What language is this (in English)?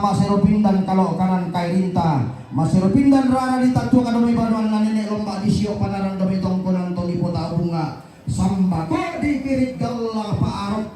Toraja-Sa'dan